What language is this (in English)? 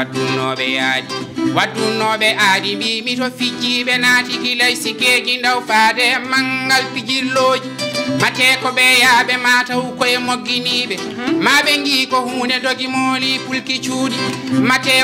Fula